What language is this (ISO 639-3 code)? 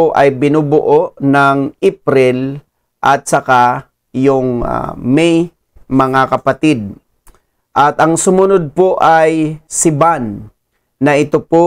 fil